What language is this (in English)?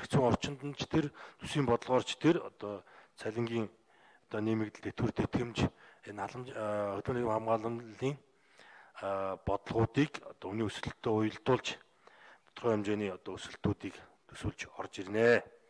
Mongolian